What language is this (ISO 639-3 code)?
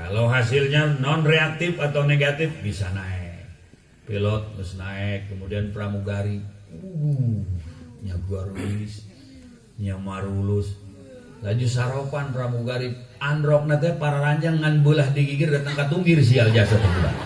sun